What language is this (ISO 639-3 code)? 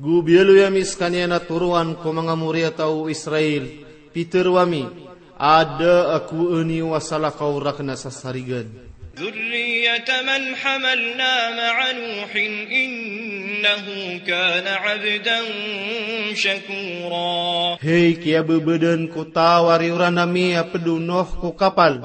mrw